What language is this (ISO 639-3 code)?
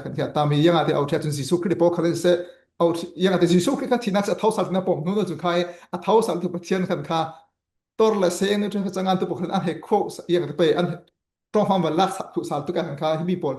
cfm